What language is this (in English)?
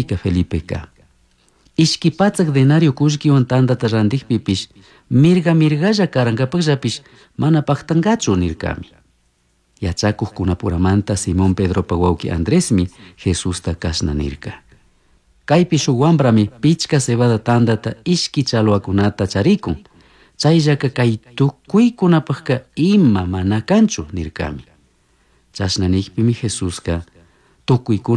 Chimborazo Highland Quichua